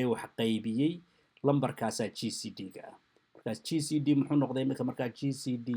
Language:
Somali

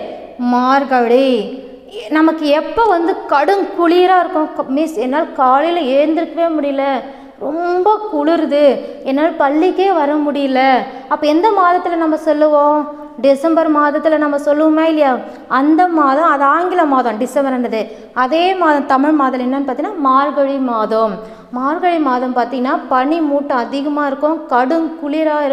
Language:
Tamil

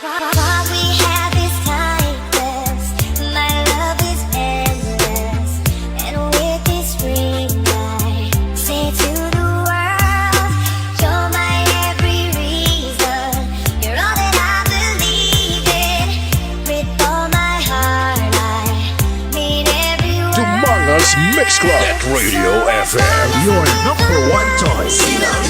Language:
Hiligaynon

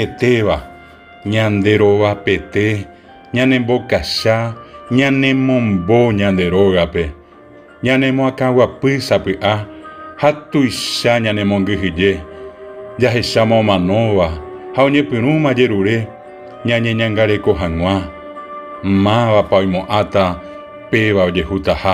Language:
Guarani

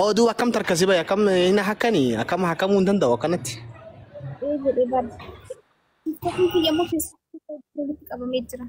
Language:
Oromo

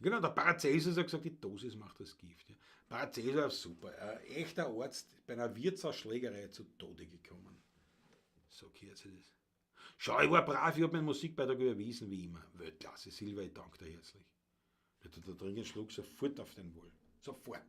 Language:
Bavarian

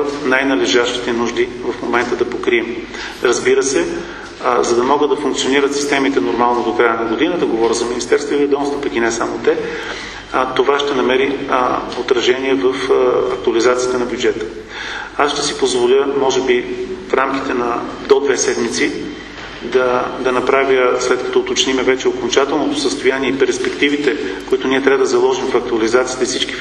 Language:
Bulgarian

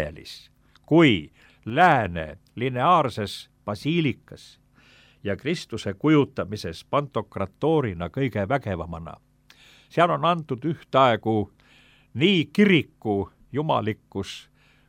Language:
Estonian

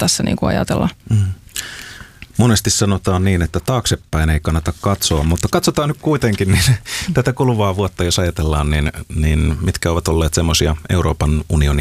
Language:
Finnish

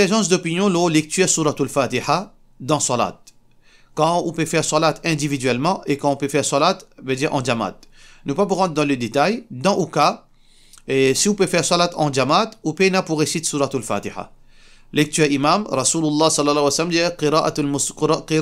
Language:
Morisyen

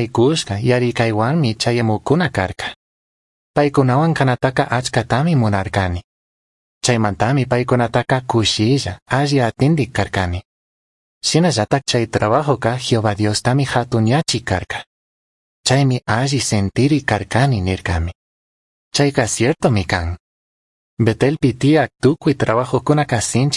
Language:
Chimborazo Highland Quichua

